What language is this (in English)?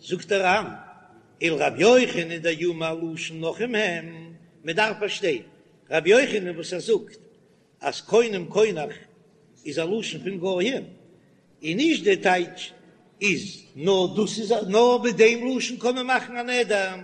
Yiddish